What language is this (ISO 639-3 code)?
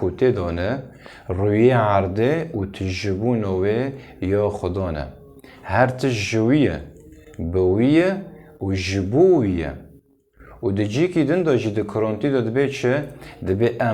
kur